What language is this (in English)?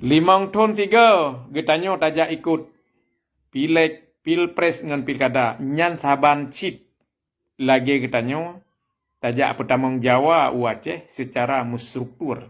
Achinese